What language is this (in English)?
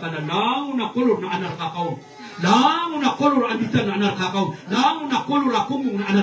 Maranao